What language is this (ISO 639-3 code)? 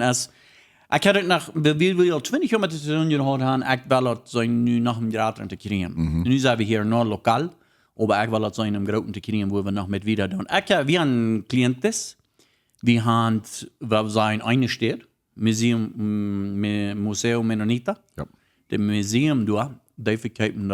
pdt